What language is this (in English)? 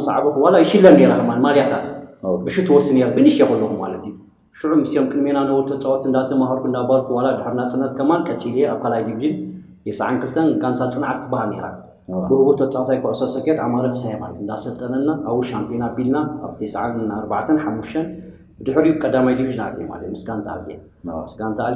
Tigrinya